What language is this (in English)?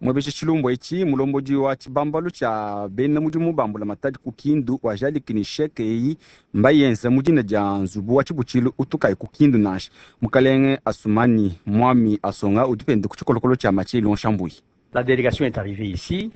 Luba-Lulua